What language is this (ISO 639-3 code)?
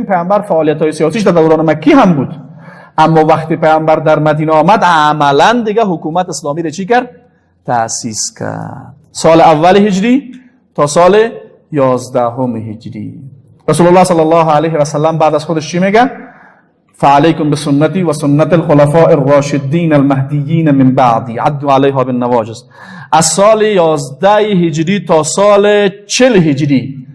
fas